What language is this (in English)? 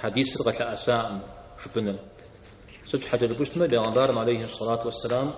Kabardian